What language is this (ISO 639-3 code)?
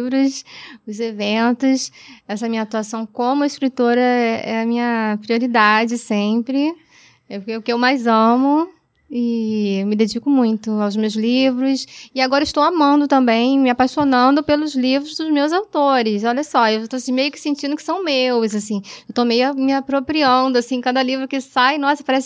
por